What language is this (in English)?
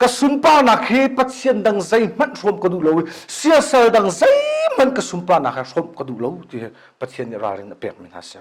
Hakha Chin